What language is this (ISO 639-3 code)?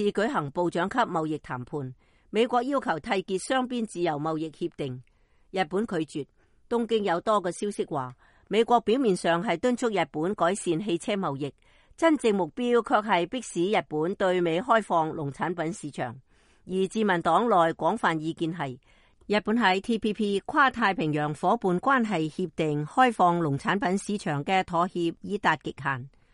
yue